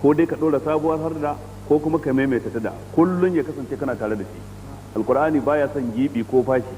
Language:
Hausa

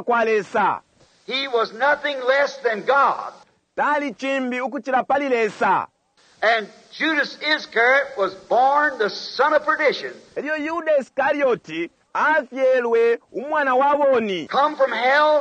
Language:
Bemba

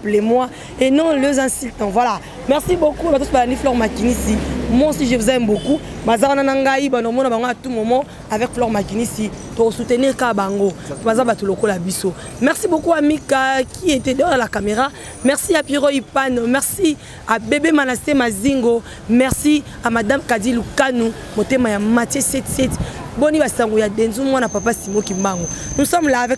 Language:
Lingala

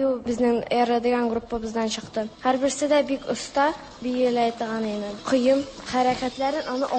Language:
Tatar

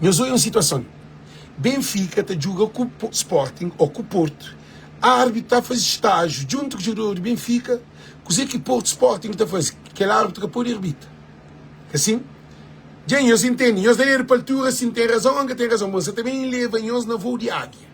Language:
Kabuverdianu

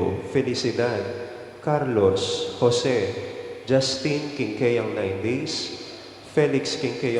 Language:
Pampanga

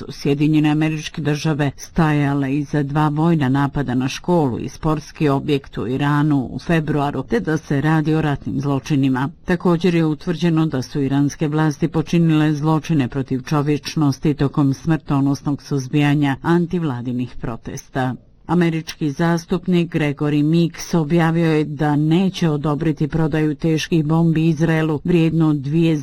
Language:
Bosnian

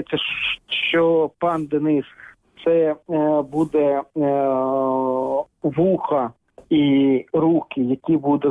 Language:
Ukrainian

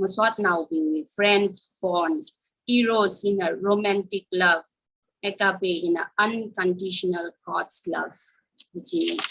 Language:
Tangkhul Naga (India)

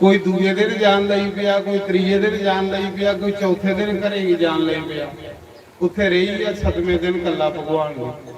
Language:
Dogri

